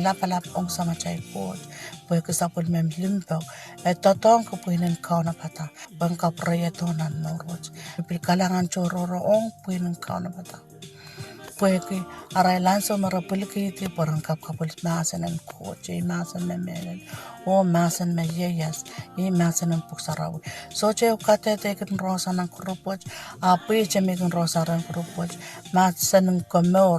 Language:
Pohnpeian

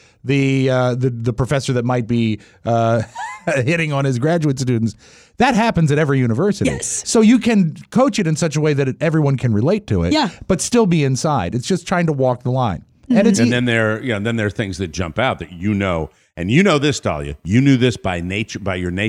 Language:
English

